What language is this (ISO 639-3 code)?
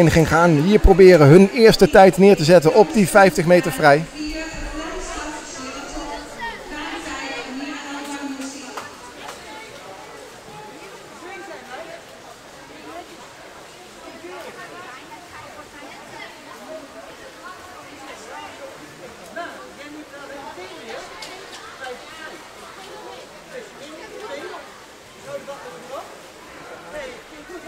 nld